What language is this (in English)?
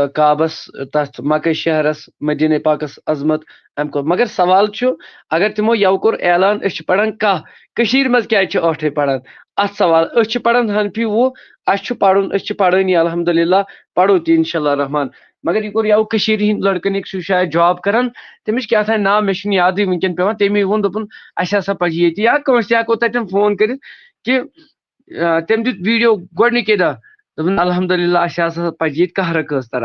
Kashmiri